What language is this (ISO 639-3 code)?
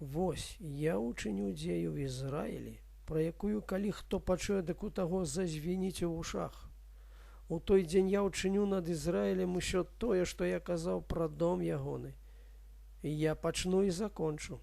bel